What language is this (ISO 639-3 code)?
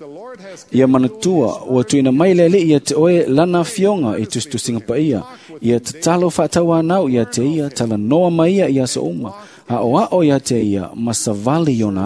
smo